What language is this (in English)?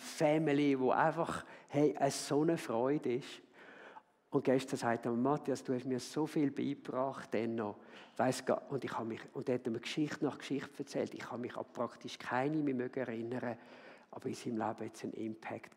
Swiss German